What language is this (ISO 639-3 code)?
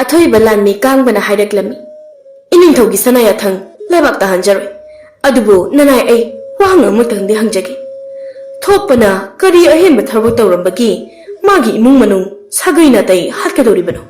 mni